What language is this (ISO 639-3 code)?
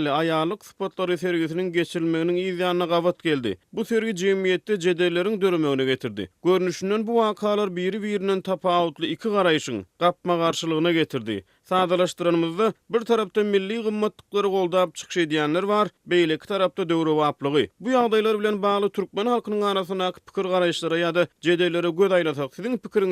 tuk